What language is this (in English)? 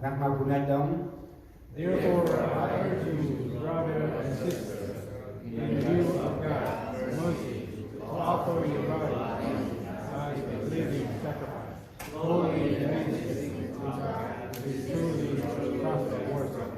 Central Mnong